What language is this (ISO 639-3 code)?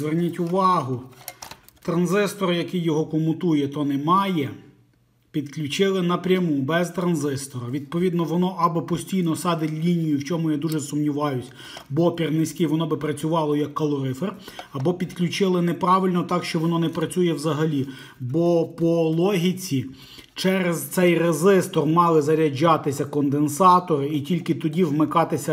ukr